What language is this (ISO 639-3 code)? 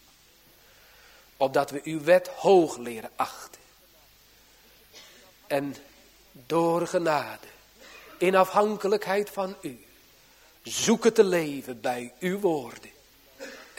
nld